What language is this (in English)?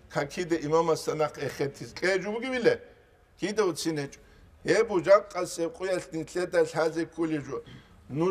Avaric